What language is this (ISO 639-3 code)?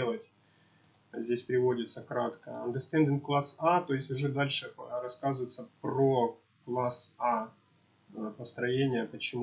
rus